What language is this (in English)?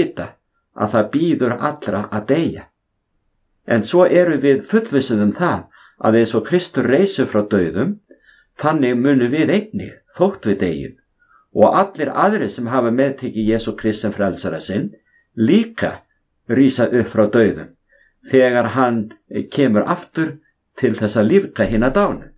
Icelandic